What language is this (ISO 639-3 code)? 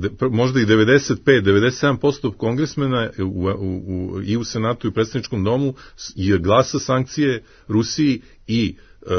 srp